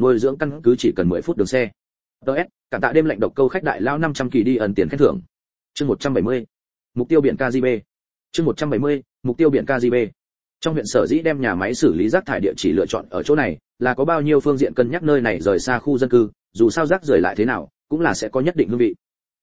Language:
Vietnamese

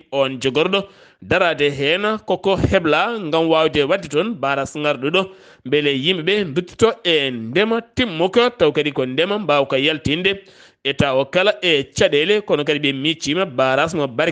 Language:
Fula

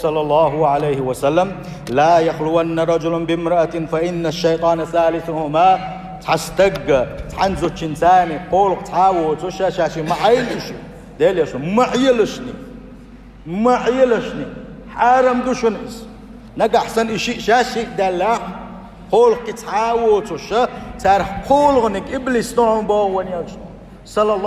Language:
Chechen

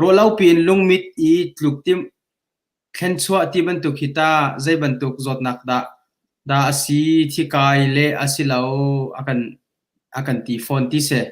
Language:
Hakha Chin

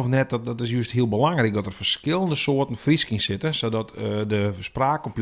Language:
Western Frisian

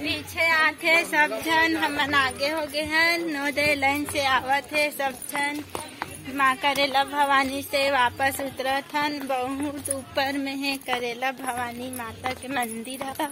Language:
Chhattisgarhi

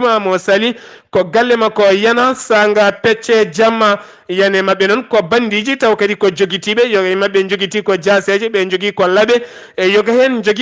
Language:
Fula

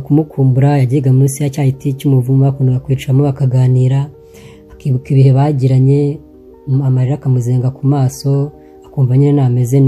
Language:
Kinyarwanda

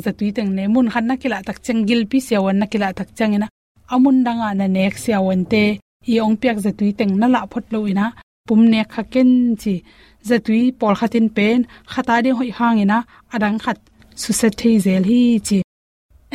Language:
Tedim Chin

